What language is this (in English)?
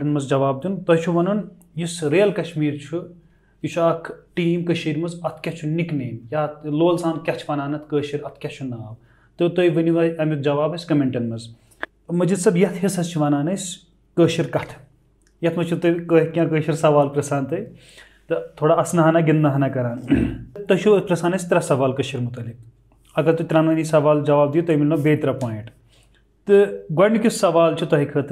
Kashmiri